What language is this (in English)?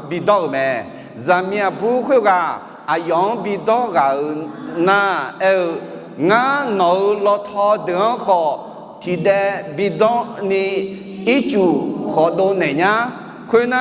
Akha